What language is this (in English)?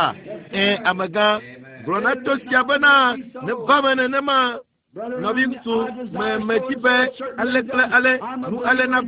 Ewe